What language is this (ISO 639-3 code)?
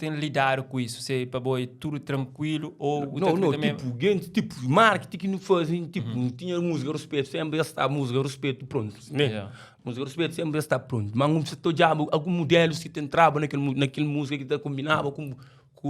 kea